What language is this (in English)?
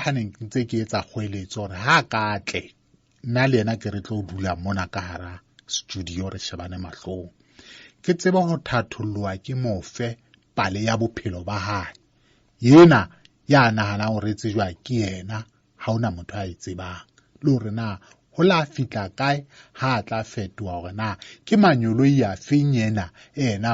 Southern Sotho